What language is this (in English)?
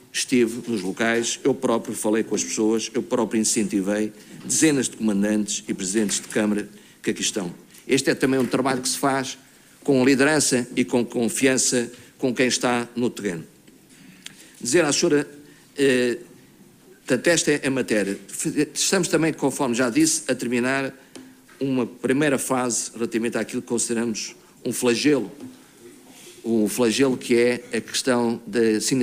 Portuguese